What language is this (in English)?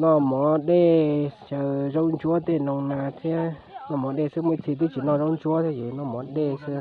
Hmong